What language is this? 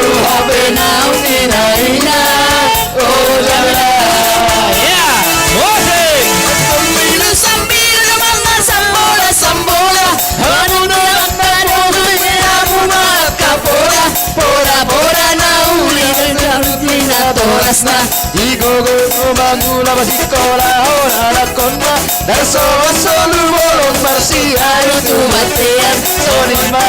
Batak Simalungun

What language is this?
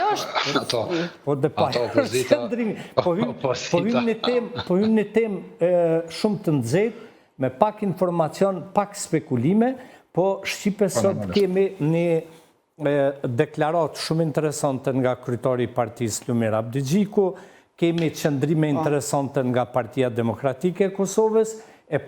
Albanian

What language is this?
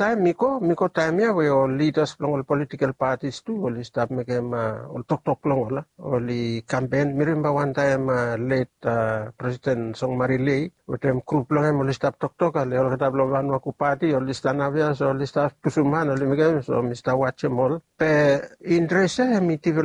Bislama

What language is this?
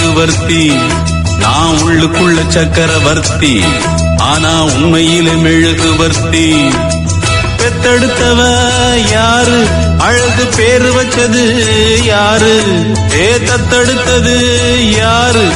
Tamil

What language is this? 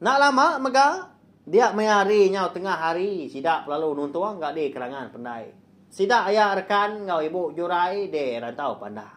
Iban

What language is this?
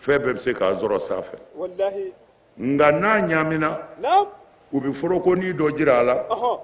Bambara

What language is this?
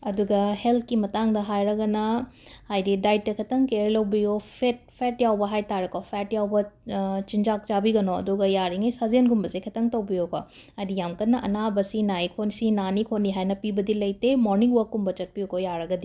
Manipuri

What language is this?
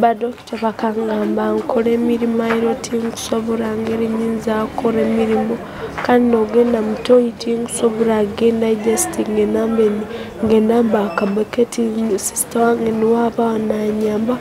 Nyoro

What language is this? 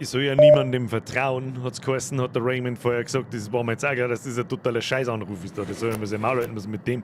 Bavarian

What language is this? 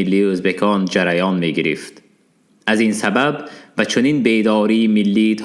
Tajik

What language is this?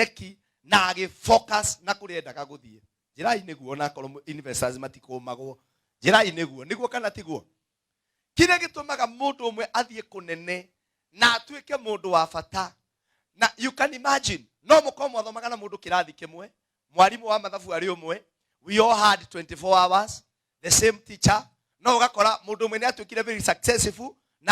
Kikuyu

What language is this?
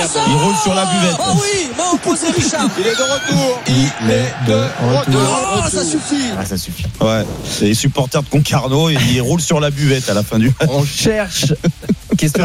French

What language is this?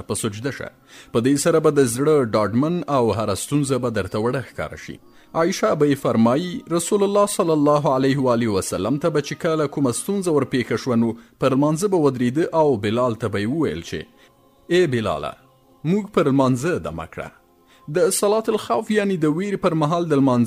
Pashto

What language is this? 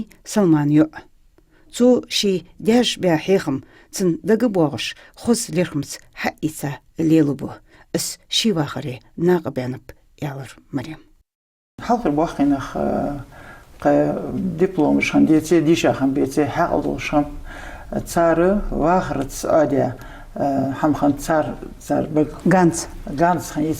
Ingush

